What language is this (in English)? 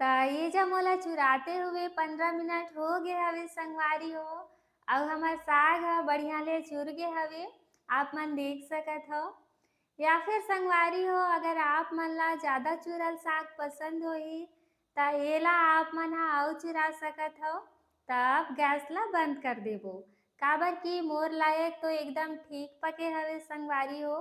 Chhattisgarhi